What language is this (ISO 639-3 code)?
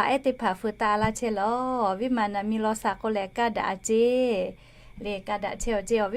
lhu